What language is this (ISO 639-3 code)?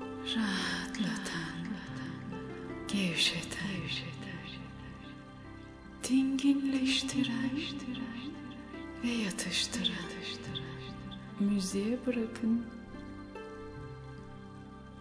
tur